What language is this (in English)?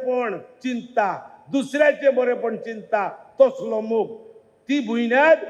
Konkani